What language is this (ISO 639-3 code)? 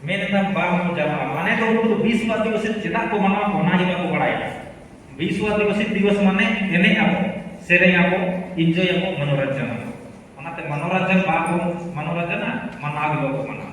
sat